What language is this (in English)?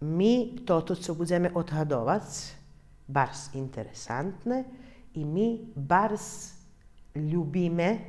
Rusyn